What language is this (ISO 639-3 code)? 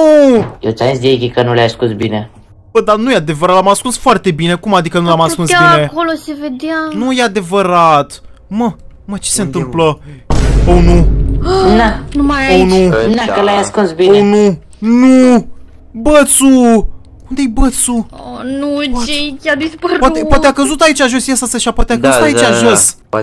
ron